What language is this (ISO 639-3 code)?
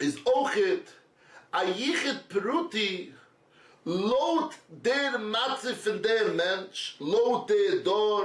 yid